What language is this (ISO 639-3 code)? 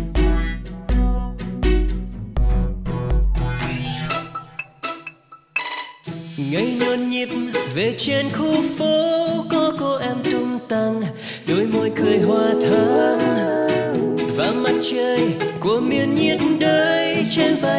vie